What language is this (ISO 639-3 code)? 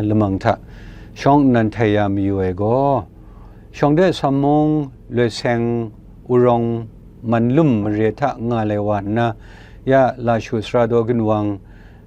kac